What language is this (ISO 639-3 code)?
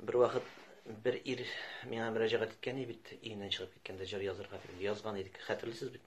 tat